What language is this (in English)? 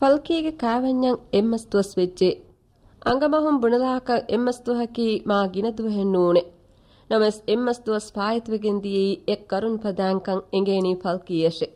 Divehi